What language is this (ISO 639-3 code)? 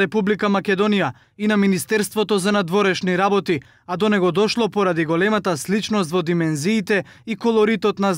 mkd